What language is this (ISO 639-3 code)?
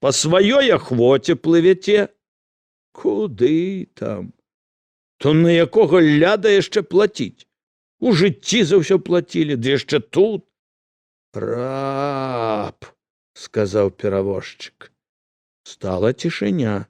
bel